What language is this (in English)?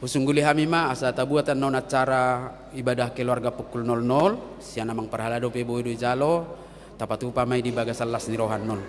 Batak Toba